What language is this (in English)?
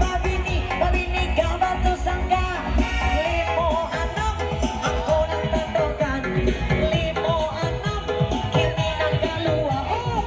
Minangkabau